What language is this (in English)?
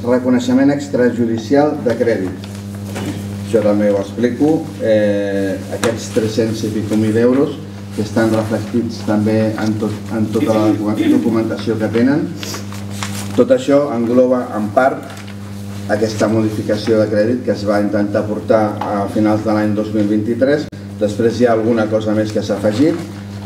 Catalan